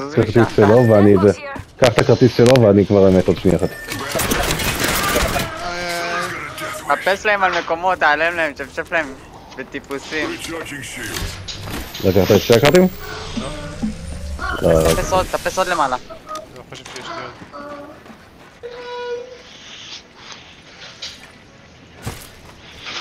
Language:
Hebrew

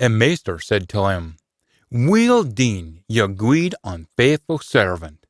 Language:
Scots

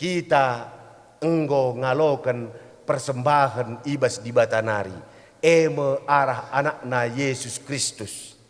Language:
Batak Karo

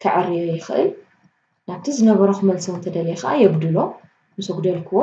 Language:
Tigrinya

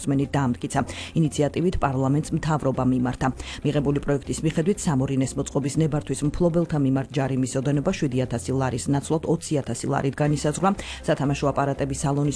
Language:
Georgian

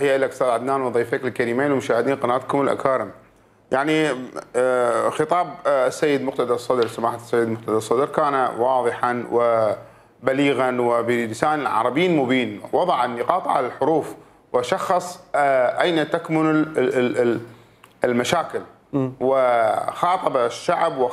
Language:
Mesopotamian Arabic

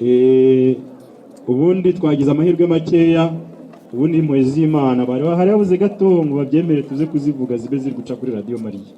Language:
Kinyarwanda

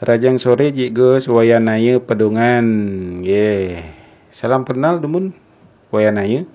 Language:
Balinese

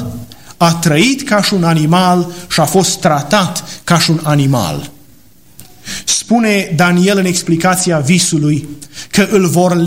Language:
Romanian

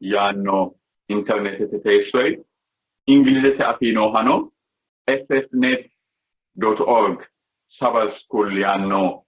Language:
Sidamo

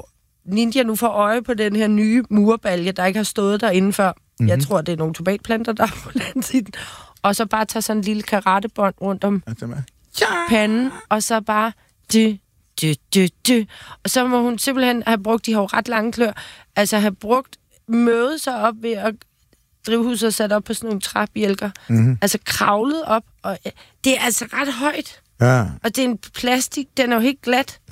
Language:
Danish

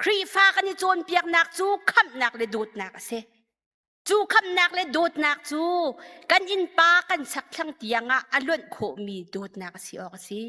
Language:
Hakha Chin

